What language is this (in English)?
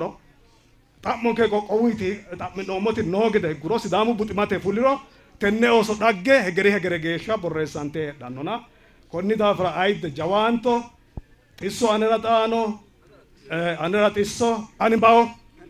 Sidamo